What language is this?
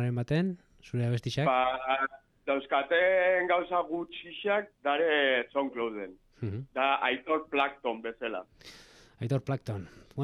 Basque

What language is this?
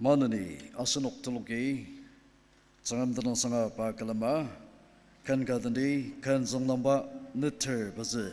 Ao Naga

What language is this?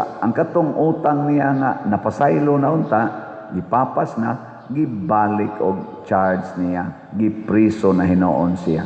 Cebuano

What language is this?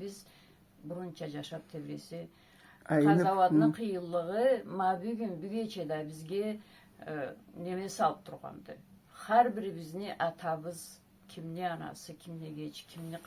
Karachay-Balkar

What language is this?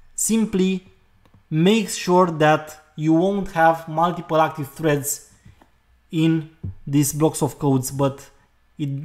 English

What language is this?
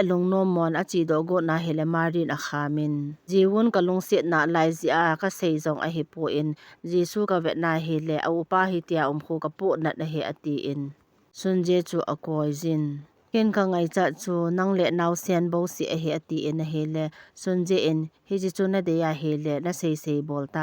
Thado Chin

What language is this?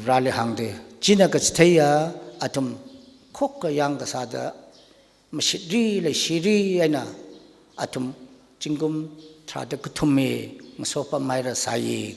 Tangkhul Naga (India)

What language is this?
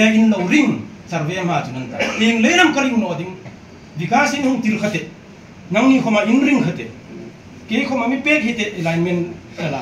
Hmar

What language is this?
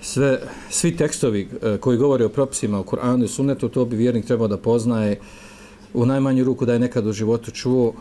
Bosnian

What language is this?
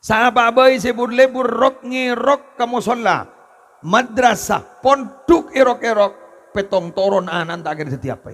Madurese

